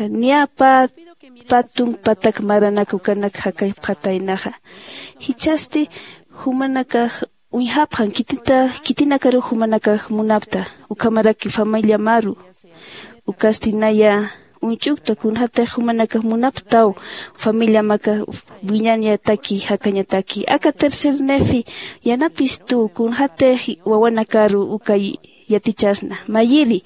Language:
Aymara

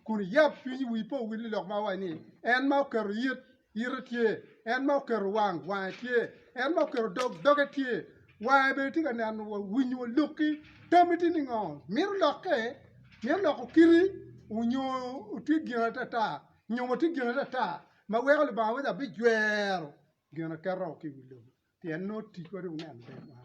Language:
Acoli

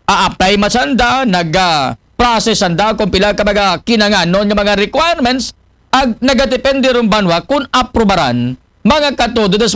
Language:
Aklanon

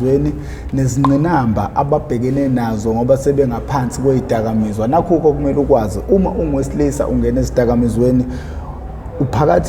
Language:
Zulu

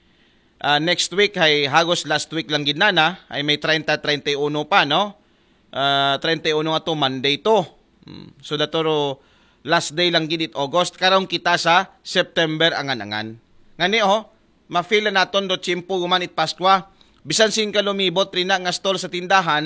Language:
Aklanon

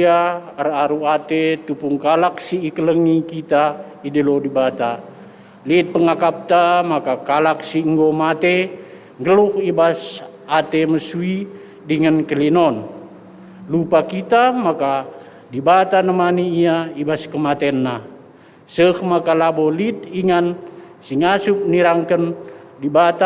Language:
Batak Karo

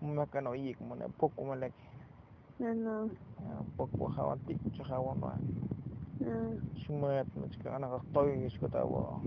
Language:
Tzotzil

